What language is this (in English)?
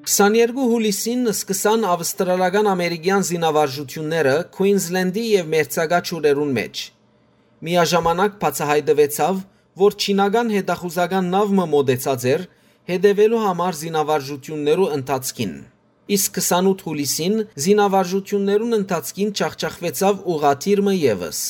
Western Armenian